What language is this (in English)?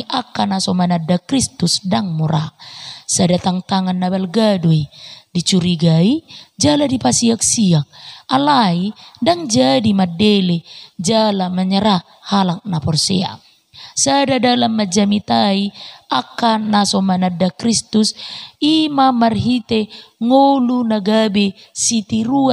Batak Toba